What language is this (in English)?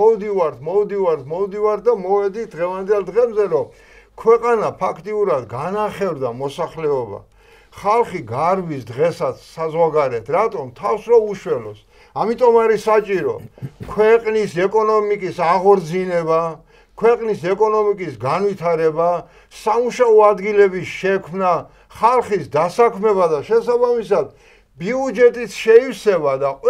Georgian